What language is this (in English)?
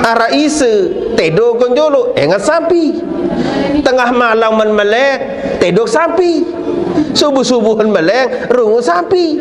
Sasak